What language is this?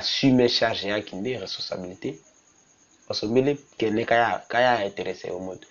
Tetela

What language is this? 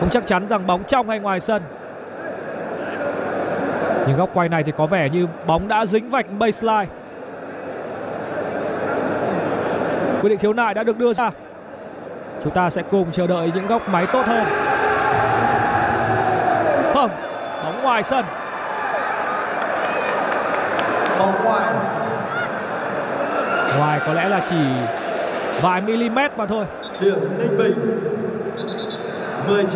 Vietnamese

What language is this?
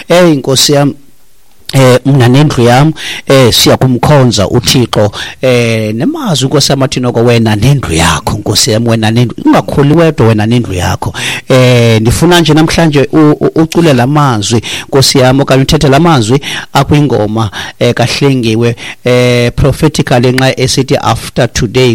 Xhosa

